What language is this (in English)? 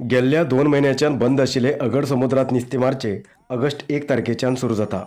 Konkani